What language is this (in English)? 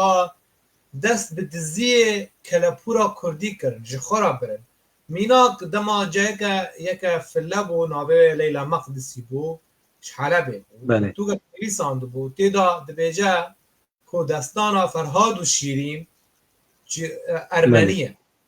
Kurdish